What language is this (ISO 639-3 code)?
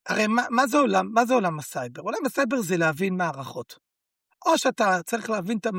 heb